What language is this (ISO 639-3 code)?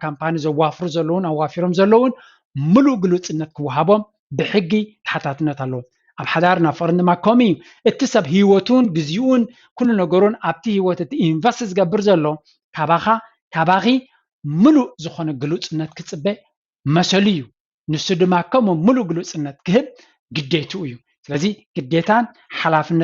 tir